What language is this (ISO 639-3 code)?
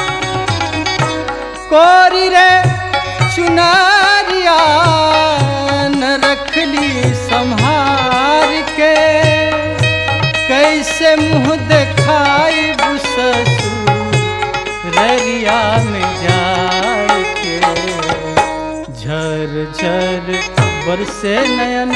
bho